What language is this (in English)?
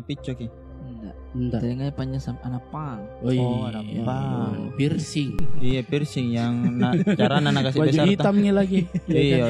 Makassar Malay